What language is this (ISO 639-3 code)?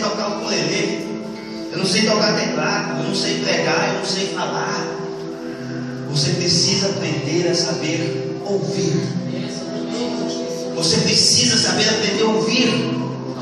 por